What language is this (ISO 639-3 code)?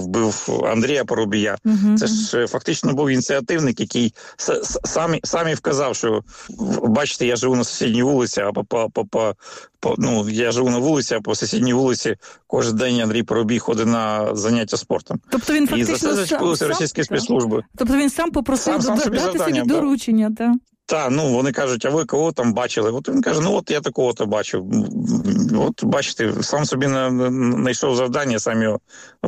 ukr